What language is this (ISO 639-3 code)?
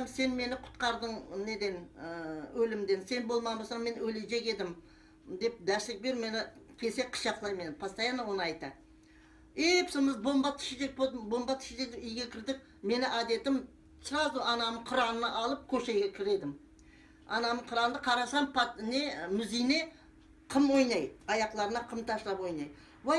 crh